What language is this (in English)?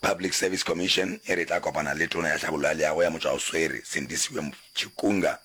Northern Sotho